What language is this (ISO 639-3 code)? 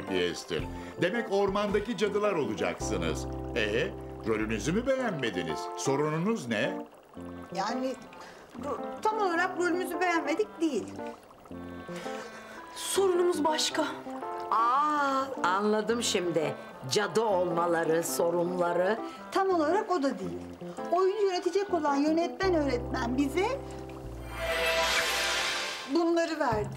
tur